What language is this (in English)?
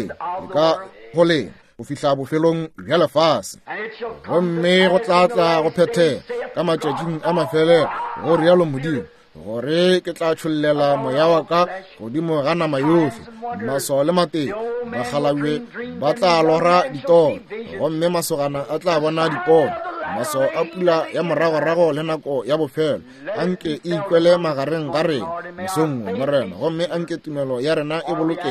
Northern Sotho